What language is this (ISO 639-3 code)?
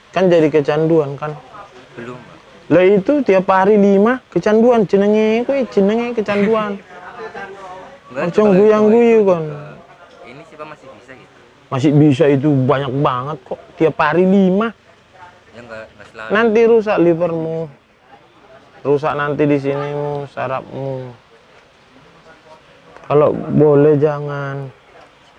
ind